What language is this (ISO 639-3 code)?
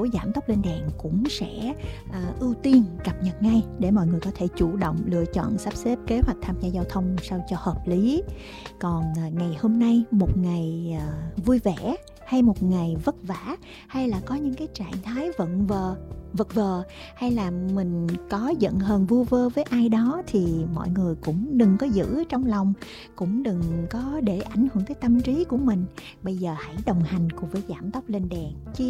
vie